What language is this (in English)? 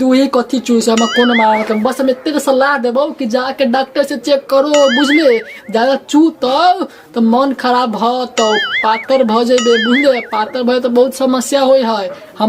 Maithili